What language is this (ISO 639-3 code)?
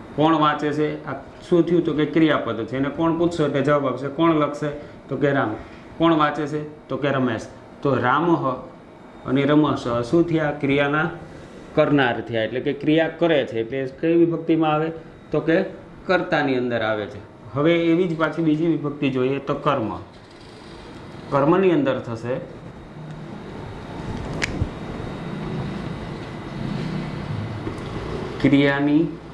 guj